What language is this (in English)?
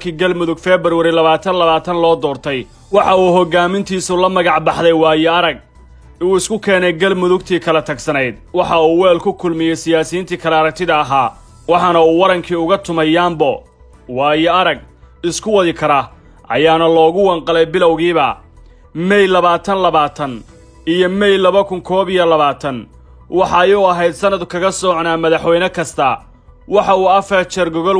Somali